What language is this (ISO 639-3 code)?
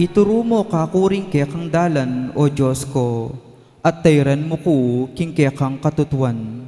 pam